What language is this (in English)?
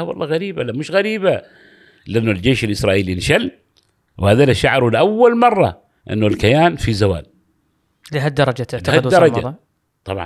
Gulf Arabic